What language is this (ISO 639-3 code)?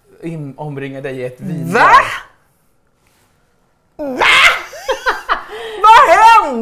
swe